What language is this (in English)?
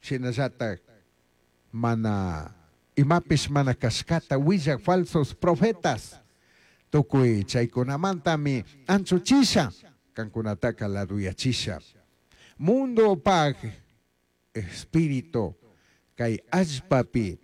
Chimborazo Highland Quichua